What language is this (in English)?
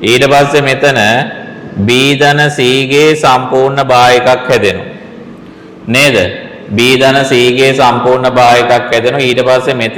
Sinhala